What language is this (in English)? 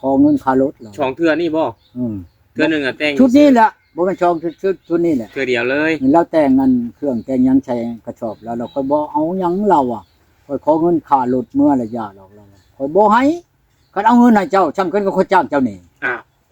Lao